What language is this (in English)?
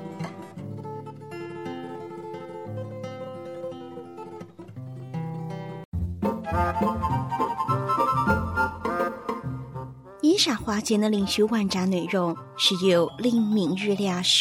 Chinese